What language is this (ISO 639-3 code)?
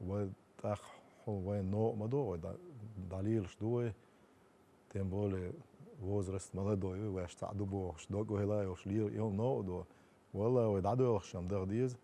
che